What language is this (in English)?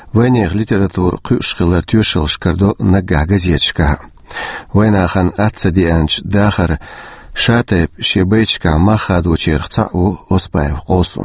Chechen